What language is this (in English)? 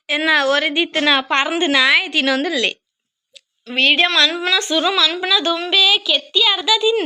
Tulu